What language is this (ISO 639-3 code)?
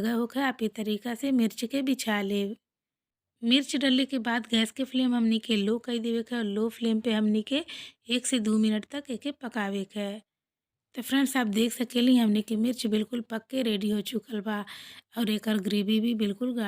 bho